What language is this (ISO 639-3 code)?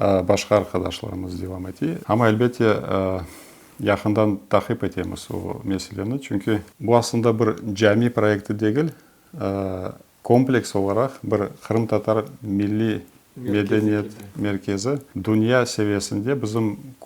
crh